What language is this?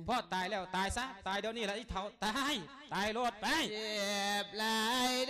Lao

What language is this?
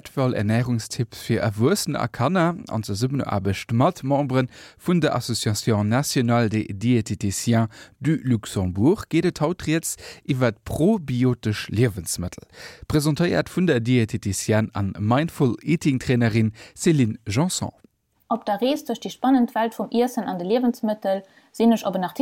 Luxembourgish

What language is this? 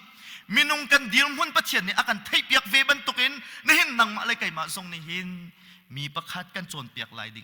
Hakha Chin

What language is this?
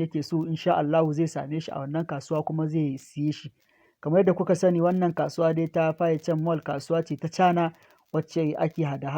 Hausa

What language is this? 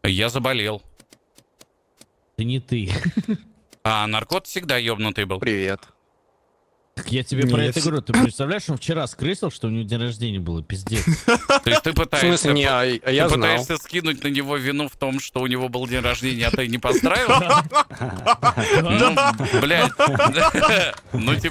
Russian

